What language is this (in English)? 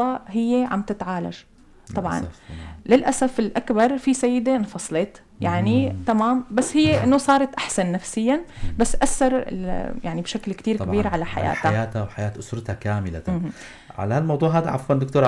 North Levantine Arabic